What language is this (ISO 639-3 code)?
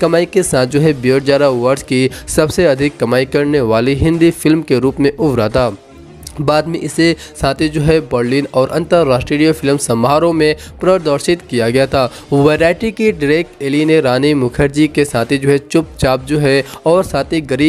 hin